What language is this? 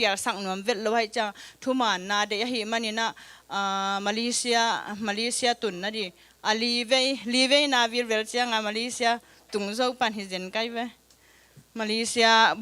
Tedim Chin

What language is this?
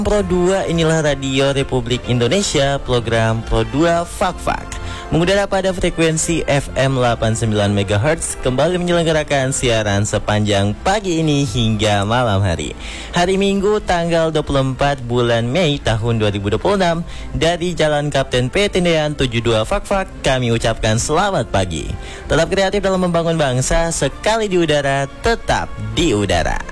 Indonesian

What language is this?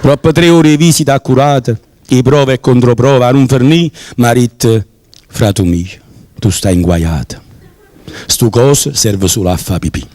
Neapolitan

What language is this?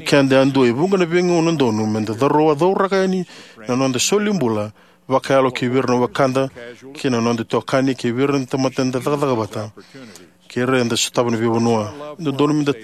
Fijian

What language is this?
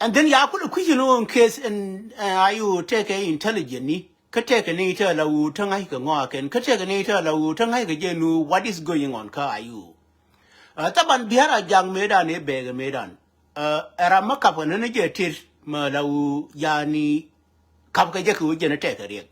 Nuer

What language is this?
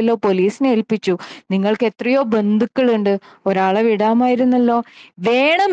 Malayalam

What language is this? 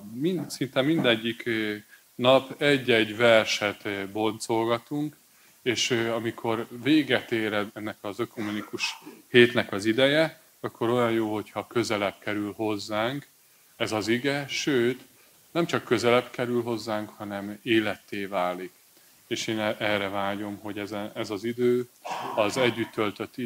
Hungarian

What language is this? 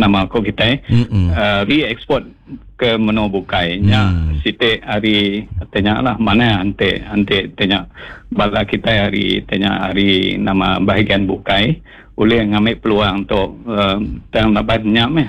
Iban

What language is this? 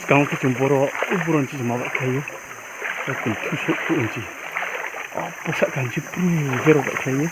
Riang (India)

